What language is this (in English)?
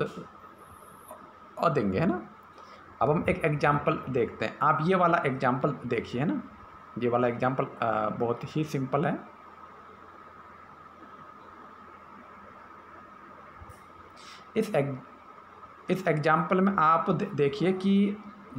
Hindi